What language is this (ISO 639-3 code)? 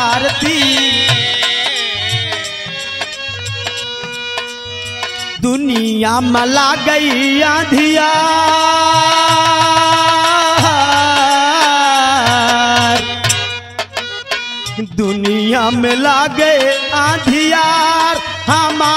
bho